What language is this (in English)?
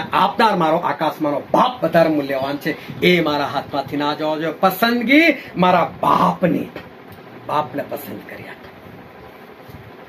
Gujarati